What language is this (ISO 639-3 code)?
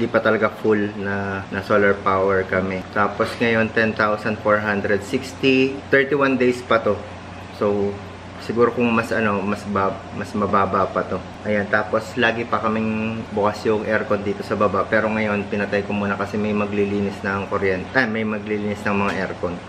fil